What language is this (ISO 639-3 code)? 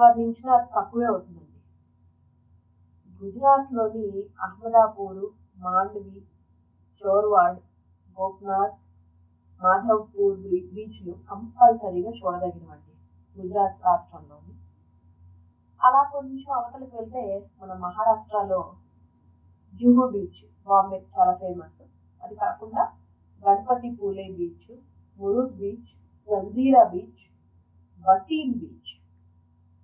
tel